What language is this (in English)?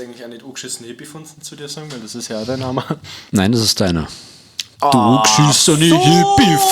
Bavarian